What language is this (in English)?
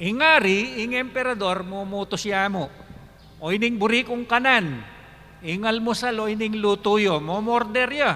Pampanga